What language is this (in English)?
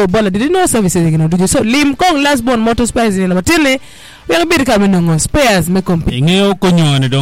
Acoli